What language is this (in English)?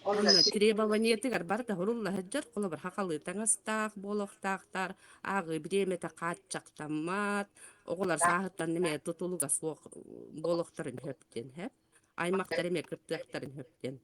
Yakut